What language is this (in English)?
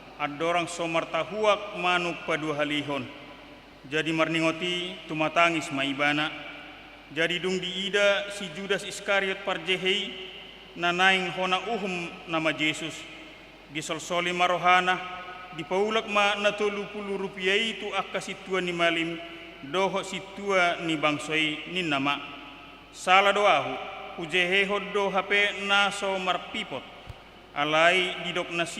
Batak Toba